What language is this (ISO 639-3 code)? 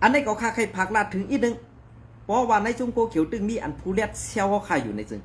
shn